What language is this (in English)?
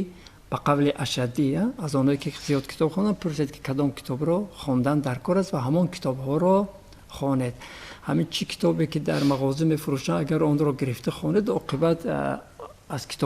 Tajik